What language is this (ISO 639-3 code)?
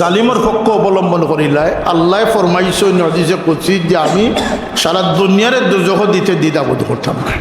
syl